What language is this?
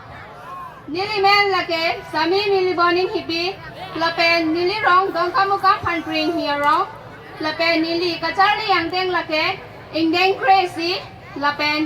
Karbi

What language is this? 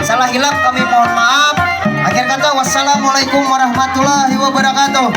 Banjar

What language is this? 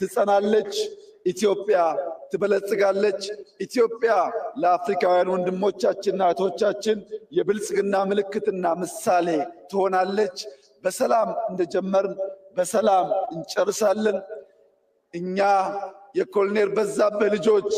Amharic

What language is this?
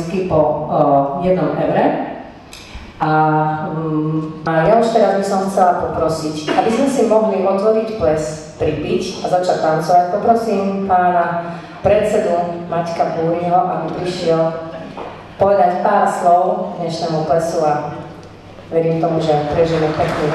Slovak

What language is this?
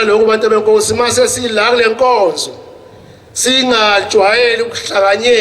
Zulu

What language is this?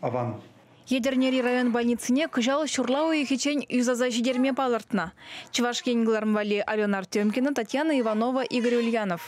Chuvash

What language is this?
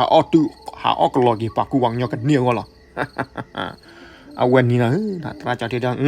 S'gaw Karen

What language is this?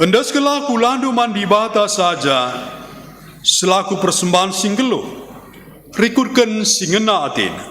Batak Karo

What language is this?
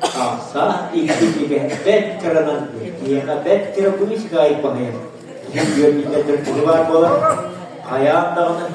Yakut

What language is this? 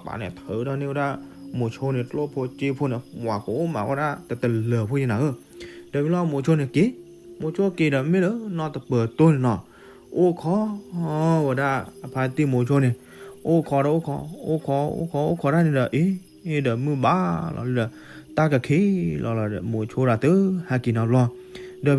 S'gaw Karen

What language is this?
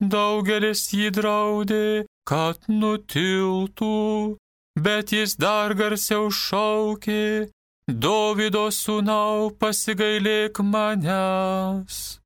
Lithuanian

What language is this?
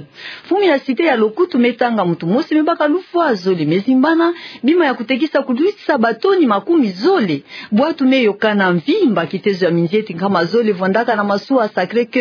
Kituba (Democratic Republic of Congo)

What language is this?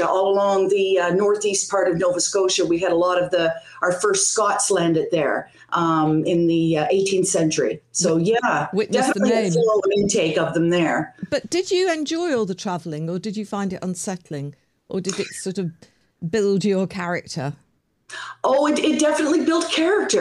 English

